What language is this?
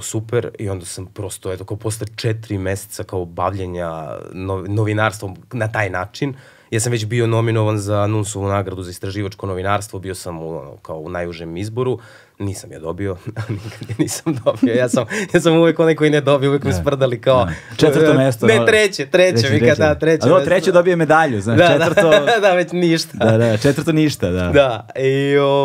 Serbian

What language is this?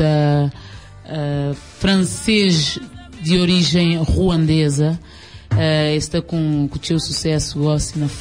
Kabuverdianu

